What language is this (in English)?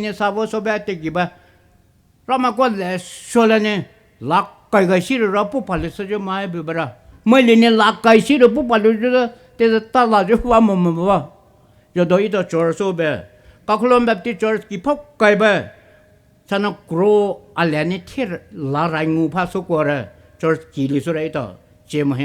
Poumei Naga